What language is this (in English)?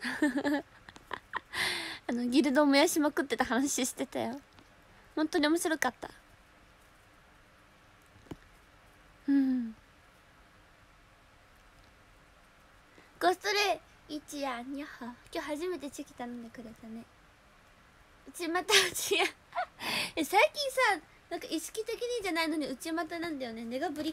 Japanese